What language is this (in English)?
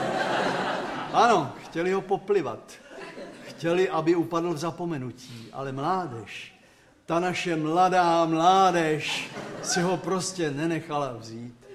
Czech